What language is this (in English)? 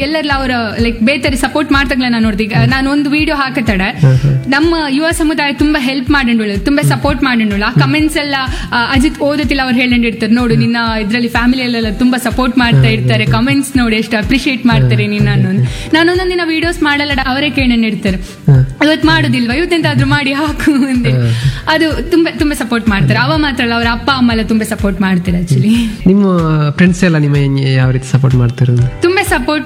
Kannada